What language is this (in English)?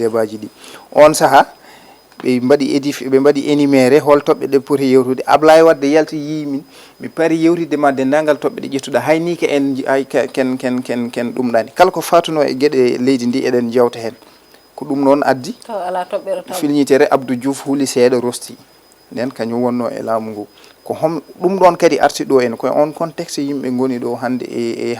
Fula